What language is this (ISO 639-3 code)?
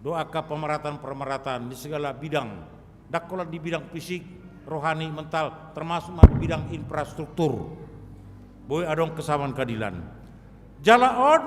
bbc